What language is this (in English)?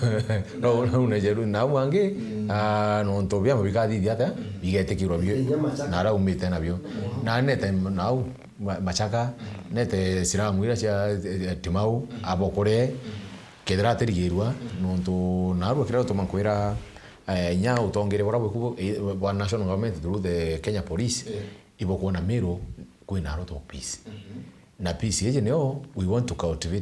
Meru